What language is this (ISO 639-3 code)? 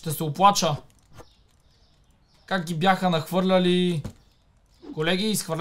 bul